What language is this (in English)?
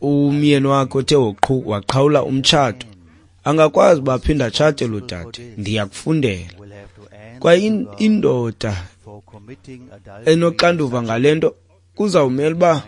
Xhosa